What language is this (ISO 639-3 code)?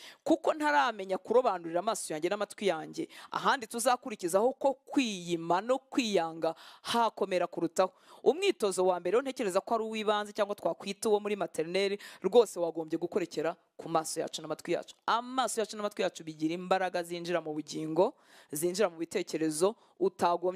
kin